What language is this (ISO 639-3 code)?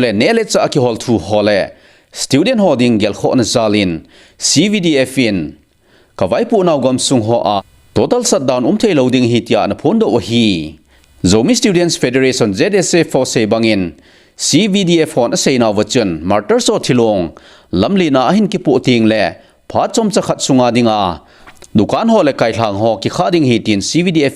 tcz